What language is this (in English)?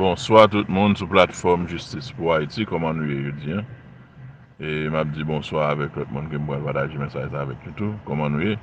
Haitian Creole